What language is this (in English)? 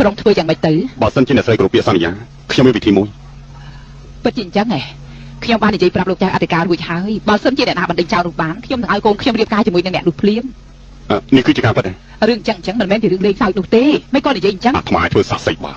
Khmer